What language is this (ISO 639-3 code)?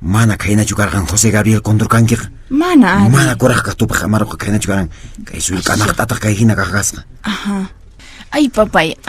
que